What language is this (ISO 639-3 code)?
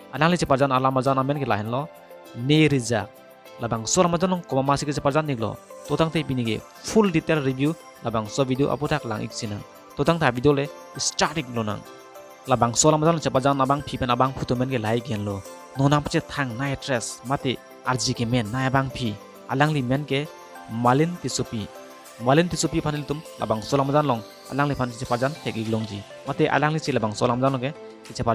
mjw